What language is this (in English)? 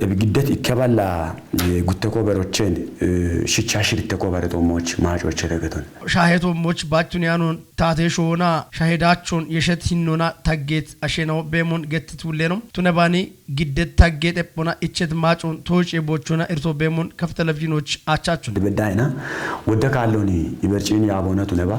Kafa